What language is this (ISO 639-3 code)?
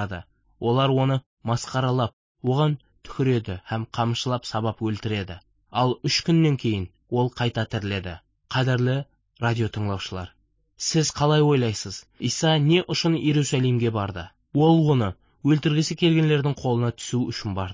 kaz